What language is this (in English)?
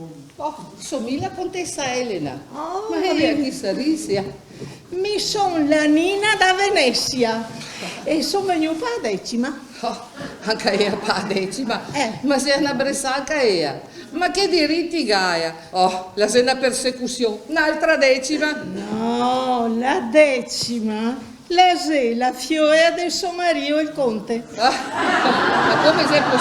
Venetian